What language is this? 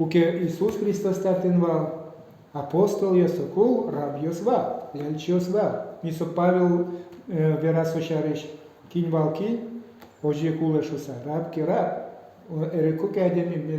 Udmurt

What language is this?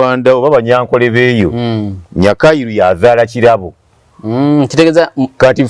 Ganda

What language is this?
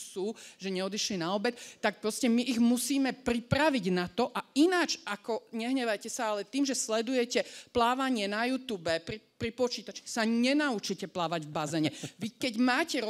Slovak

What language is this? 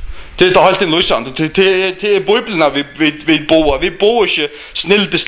Faroese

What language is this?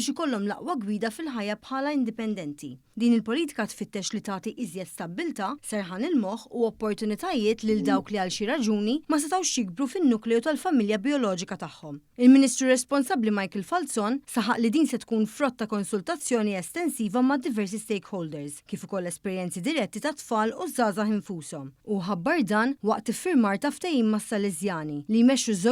Maltese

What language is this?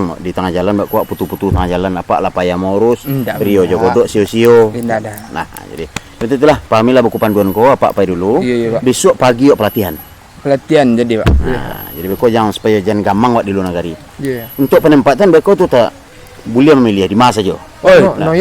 Minangkabau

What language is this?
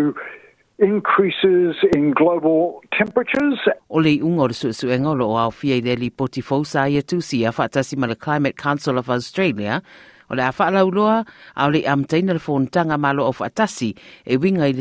Samoan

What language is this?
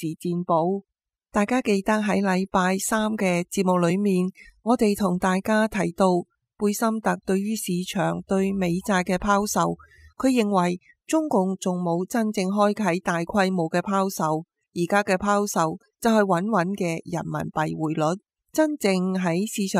Cantonese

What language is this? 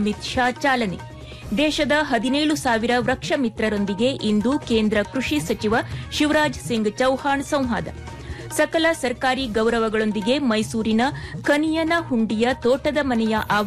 Kannada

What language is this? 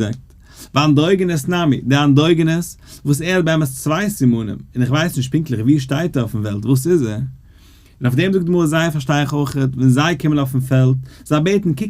Yiddish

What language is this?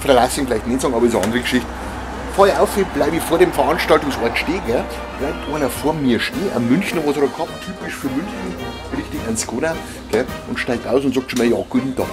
Bavarian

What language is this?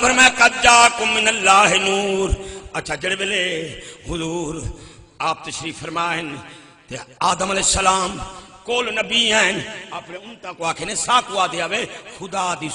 Saraiki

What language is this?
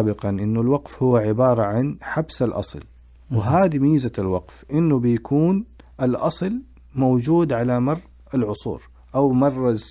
Najdi Arabic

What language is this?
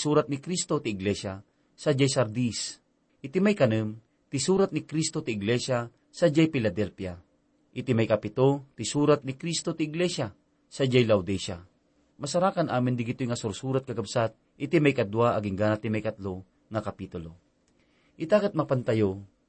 Iloko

